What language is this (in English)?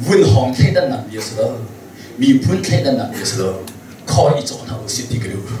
Hakha Chin